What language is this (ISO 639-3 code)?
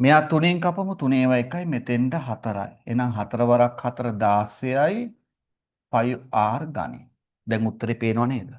sin